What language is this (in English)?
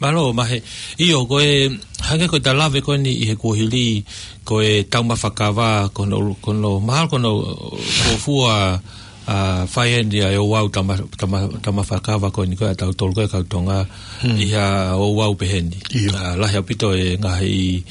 Tongan